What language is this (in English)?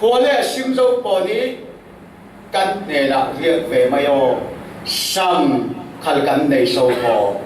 Falam Chin